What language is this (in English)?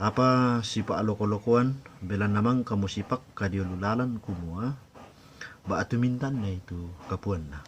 Toraja-Sa'dan